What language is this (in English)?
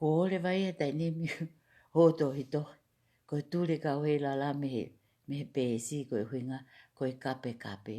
Tongan